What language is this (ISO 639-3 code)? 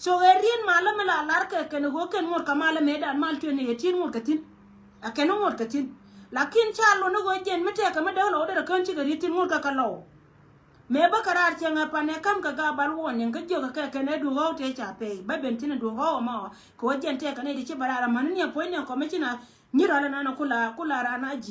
nus